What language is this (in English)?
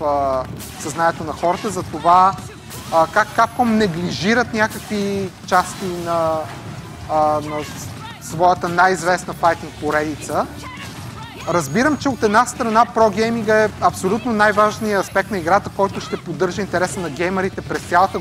Bulgarian